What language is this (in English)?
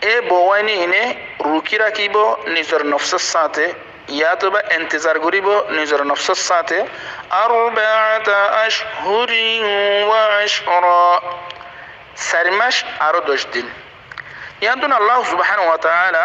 Rohingya